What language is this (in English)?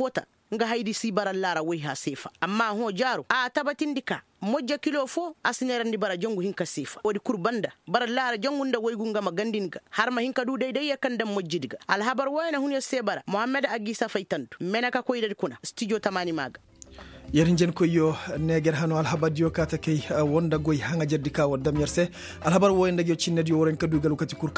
Koyraboro Senni